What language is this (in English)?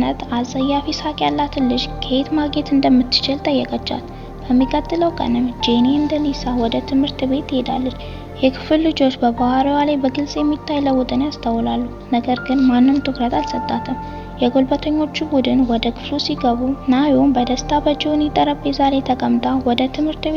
Amharic